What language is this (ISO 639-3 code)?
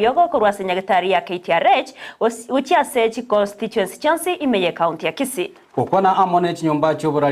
guz